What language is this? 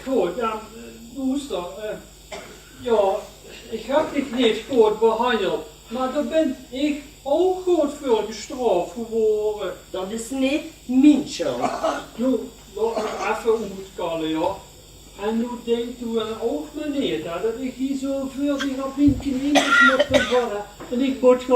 Limburgish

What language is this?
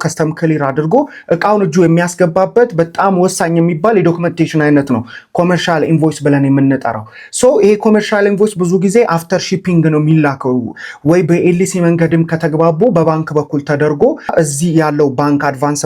Amharic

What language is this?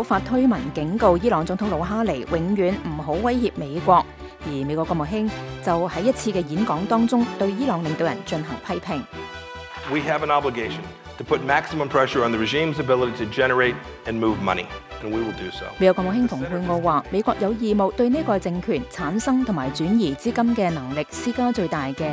Cantonese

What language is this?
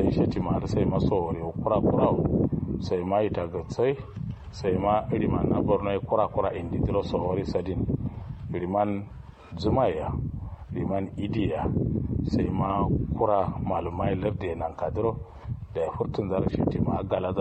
Kanuri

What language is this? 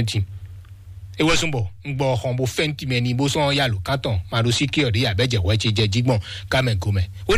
Fon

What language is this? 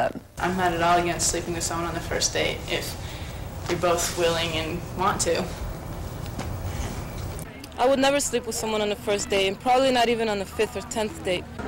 English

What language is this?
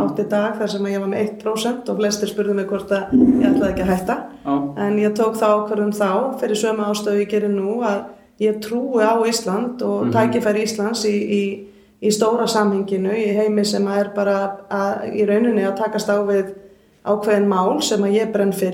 Icelandic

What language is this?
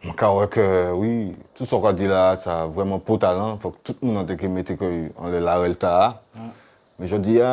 Guadeloupean Creole French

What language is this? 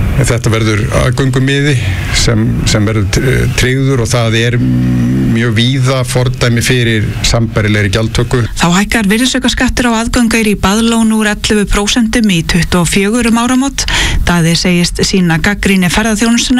Icelandic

